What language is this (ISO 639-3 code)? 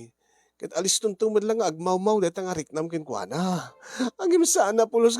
ilo